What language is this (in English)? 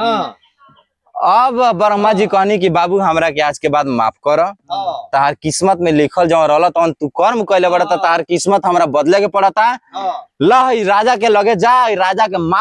Bhojpuri